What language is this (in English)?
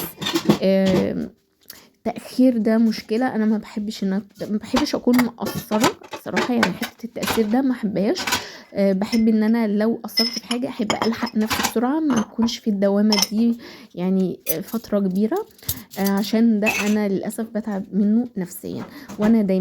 Egyptian Arabic